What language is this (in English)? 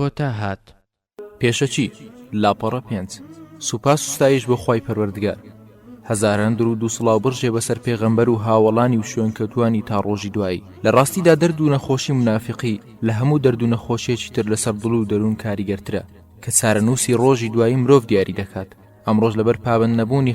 Central Kurdish